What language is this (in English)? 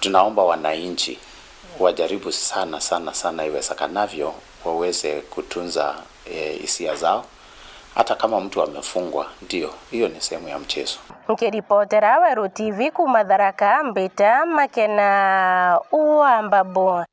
Meru